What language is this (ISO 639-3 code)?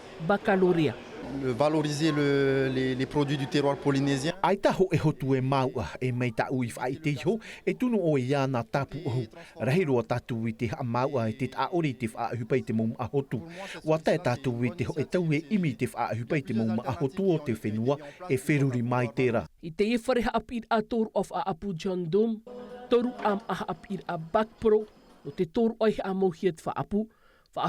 tah